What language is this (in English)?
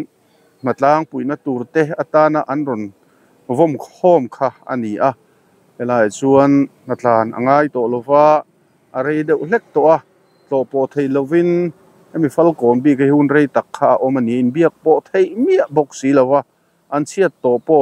Mizo